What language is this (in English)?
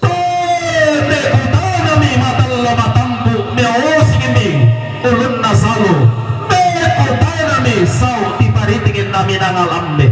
Toraja-Sa'dan